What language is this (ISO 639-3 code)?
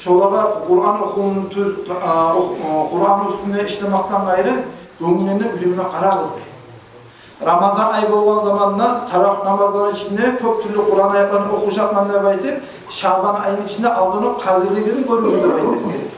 kum